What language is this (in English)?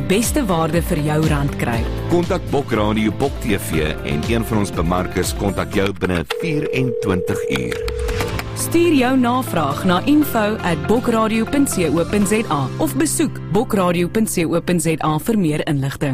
Afrikaans